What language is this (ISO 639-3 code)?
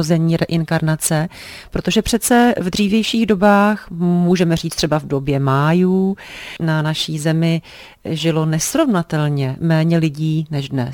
ces